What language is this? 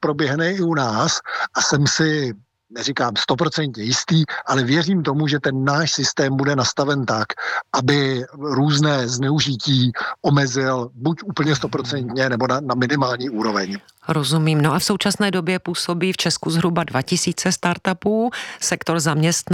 Czech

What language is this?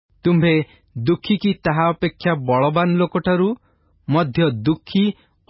Odia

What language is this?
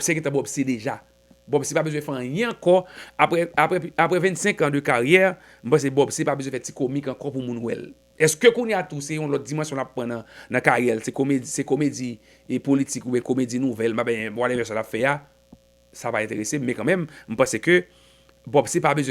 Haitian Creole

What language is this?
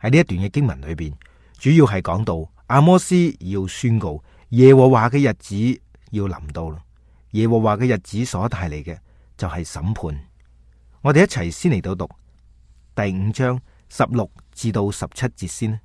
Cantonese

